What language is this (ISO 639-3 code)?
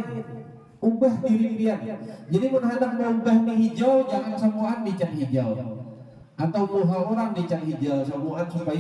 bjn